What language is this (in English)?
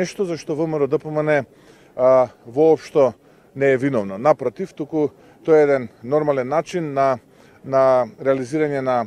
Macedonian